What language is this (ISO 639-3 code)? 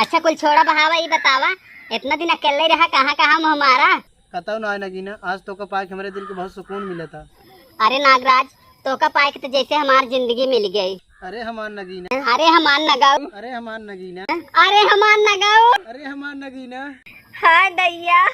awa